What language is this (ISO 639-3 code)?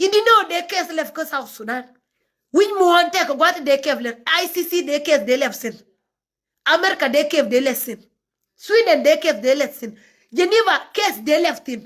nus